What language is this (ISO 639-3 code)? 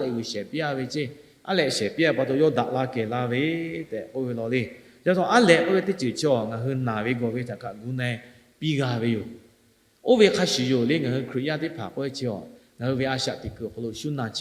lhu